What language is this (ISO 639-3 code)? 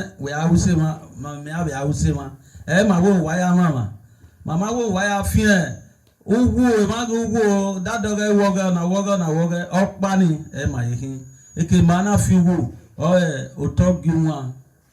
bin